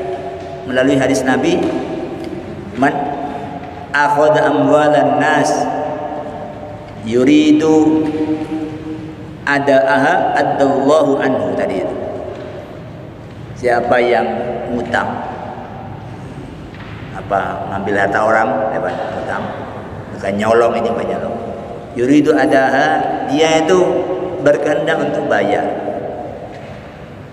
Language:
Indonesian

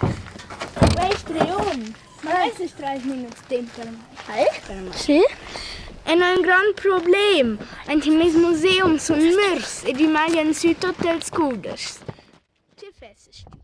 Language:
Romansh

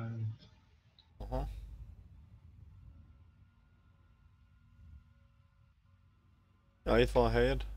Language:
Hungarian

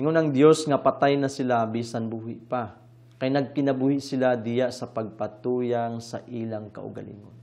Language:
Cebuano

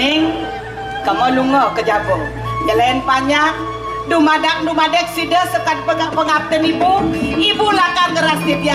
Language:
Balinese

